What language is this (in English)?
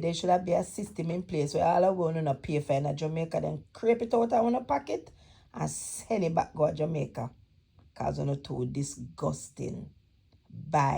Jamaican Creole English